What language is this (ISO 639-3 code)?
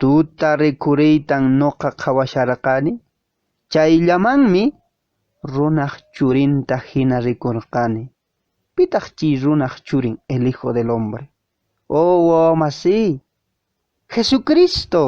que